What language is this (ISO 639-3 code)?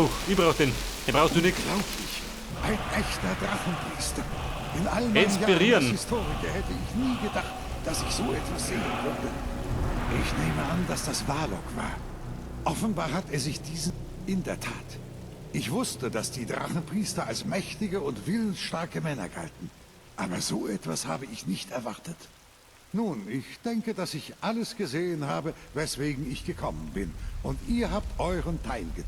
bar